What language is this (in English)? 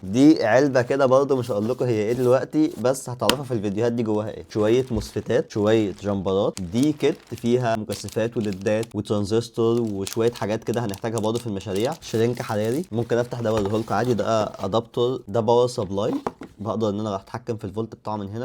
Egyptian Arabic